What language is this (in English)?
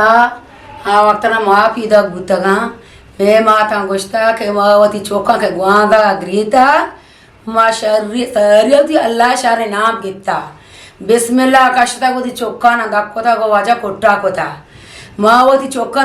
Eastern Balochi